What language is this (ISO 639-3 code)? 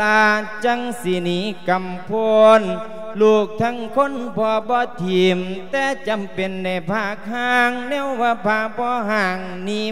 lao